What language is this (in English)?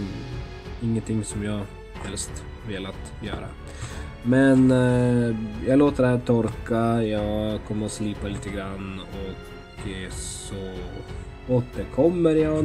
Swedish